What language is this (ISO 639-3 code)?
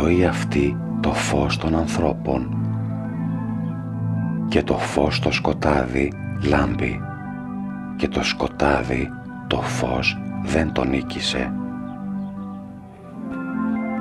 ell